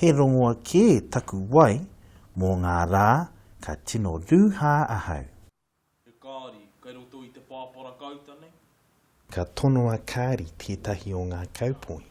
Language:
Māori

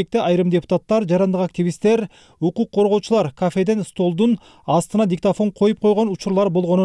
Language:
Kyrgyz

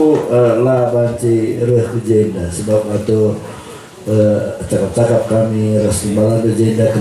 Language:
Batak Karo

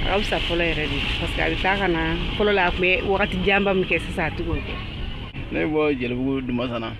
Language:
Bambara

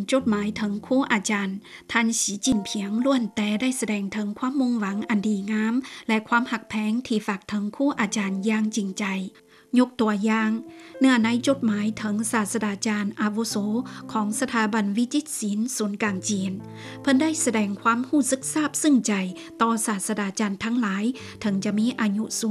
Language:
Lao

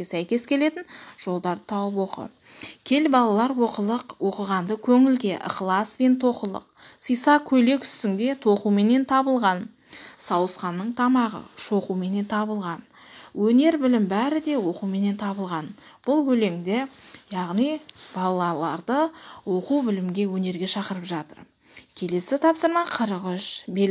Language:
Kazakh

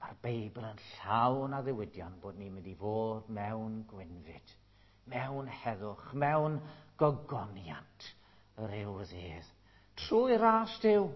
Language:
Welsh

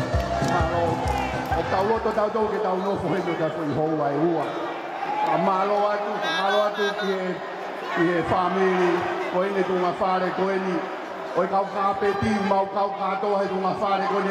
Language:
Tongan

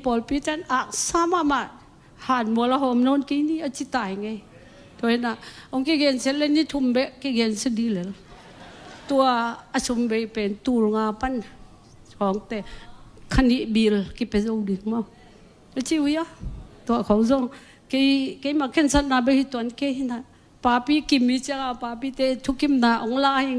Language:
Tedim Chin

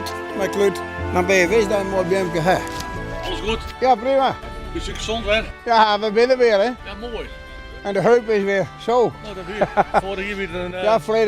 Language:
Western Frisian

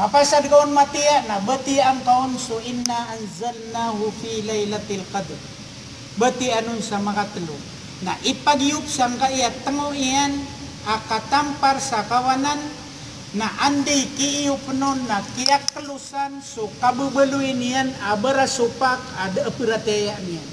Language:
Maranao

